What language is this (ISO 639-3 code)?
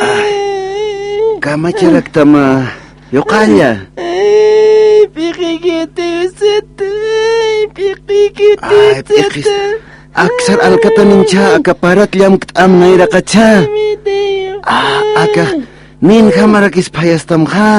aym